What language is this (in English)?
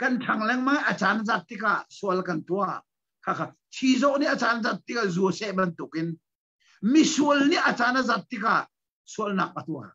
Hakha Chin